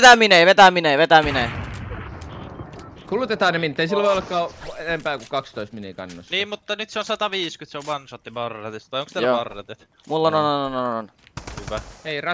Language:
Finnish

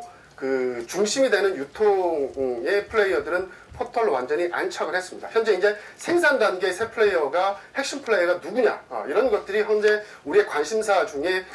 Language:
Korean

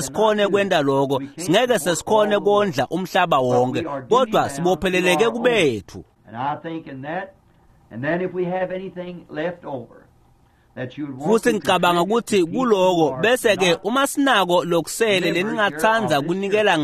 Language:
Swati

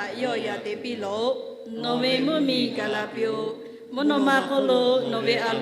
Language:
Lahu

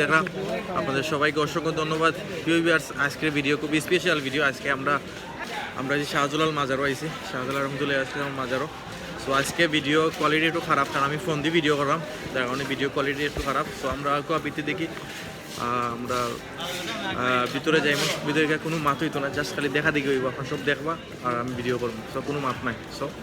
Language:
Sylheti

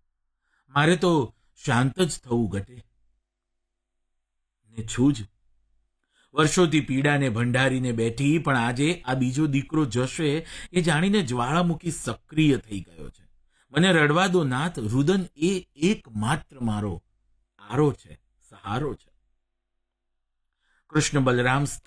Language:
Gujarati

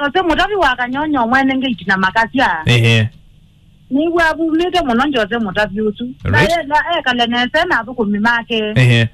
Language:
Kamba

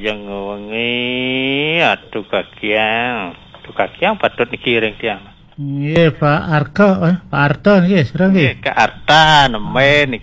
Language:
Balinese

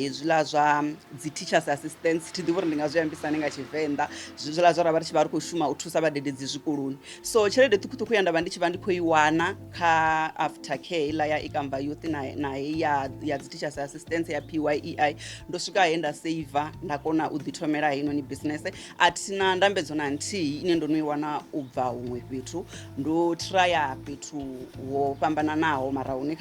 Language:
Venda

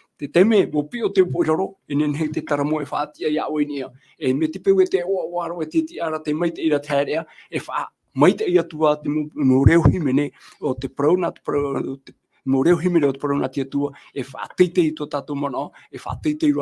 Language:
Tahitian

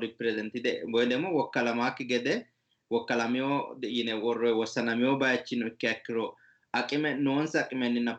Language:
Sidamo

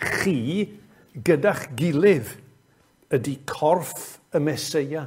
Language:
Welsh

